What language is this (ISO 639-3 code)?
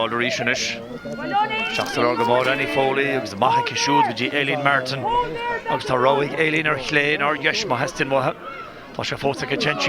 gle